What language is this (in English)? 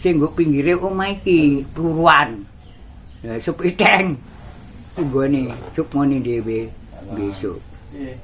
Javanese